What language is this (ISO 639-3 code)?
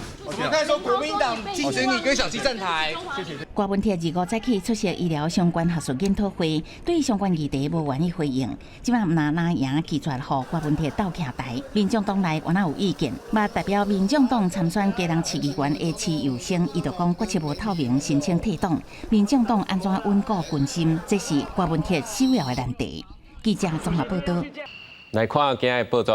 nan